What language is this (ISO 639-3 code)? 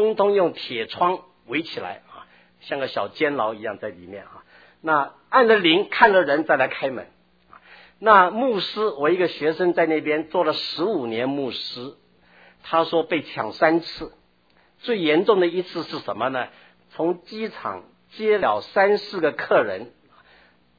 zho